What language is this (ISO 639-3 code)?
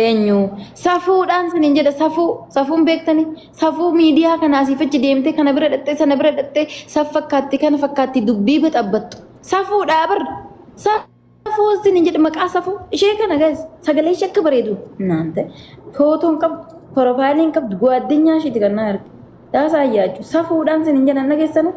orm